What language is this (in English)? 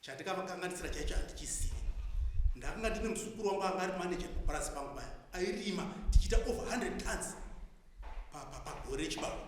Shona